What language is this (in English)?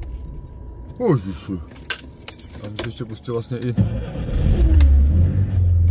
Czech